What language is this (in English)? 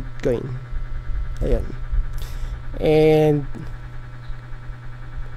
Filipino